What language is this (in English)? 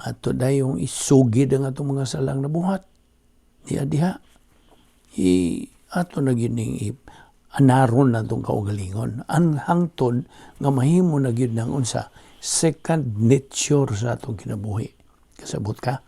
Cebuano